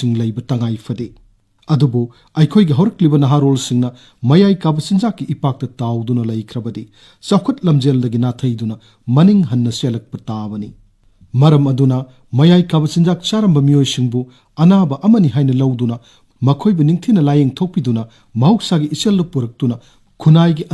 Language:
Manipuri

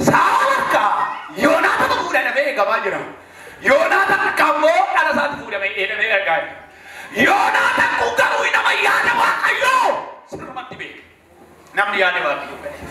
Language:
Oromo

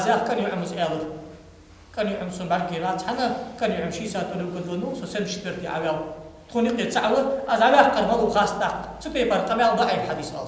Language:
Ingush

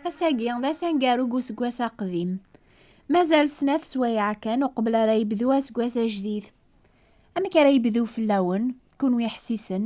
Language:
Kabyle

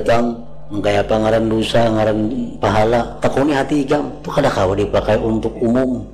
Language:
Banjar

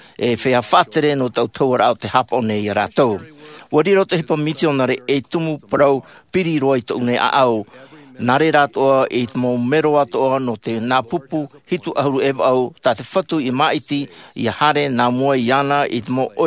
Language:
Tahitian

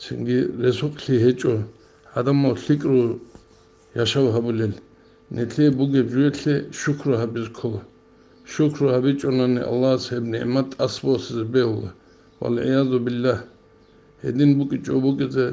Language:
Avaric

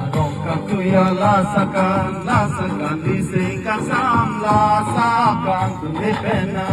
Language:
Karbi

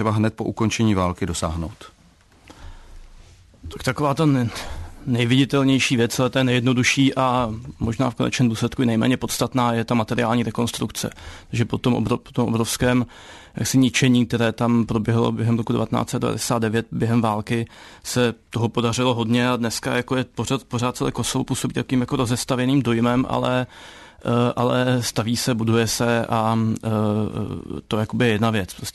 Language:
Czech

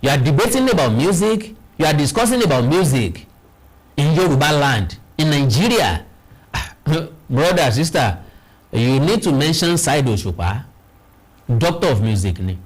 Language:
Yoruba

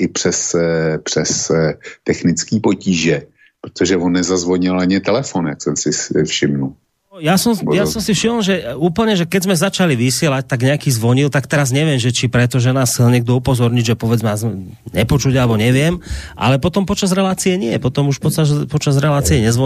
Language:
Slovak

